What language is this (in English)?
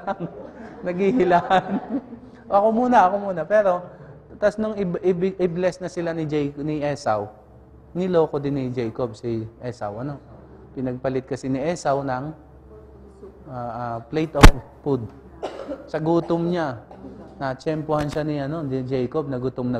Filipino